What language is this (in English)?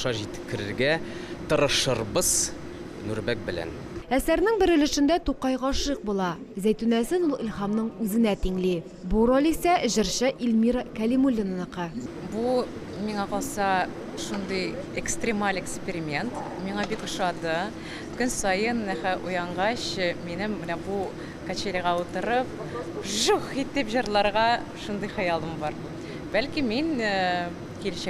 Tatar